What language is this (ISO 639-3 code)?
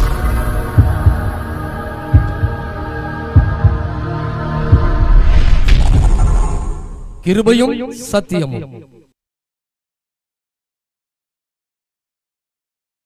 tam